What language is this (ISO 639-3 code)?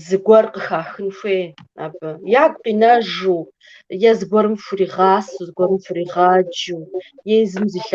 kbd